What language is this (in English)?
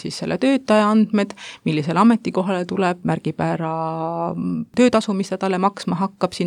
Estonian